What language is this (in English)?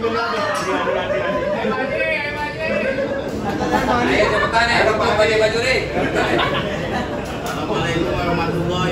Indonesian